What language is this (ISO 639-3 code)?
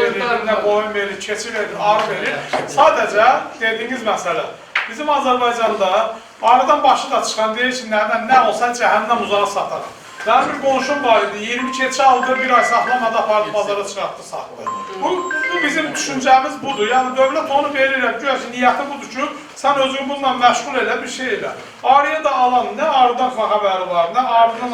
aze